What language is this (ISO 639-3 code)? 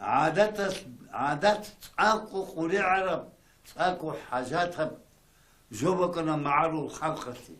ava